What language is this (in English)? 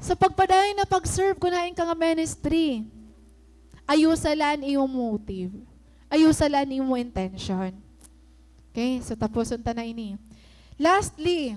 Waray